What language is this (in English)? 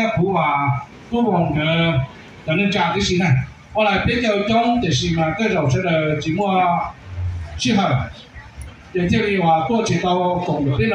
Hmong